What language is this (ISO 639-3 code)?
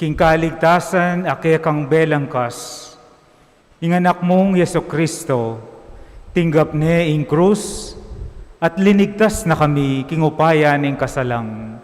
pam